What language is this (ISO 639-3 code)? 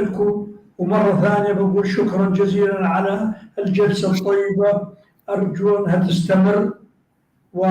apc